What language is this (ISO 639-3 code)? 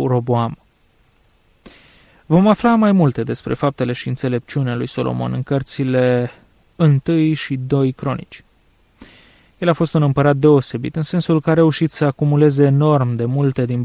ron